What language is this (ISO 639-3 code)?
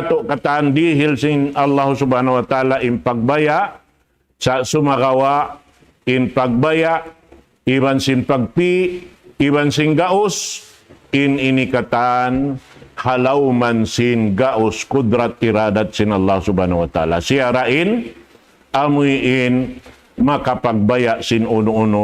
tsg